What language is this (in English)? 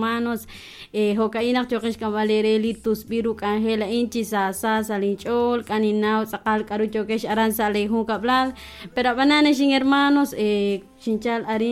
Kekchí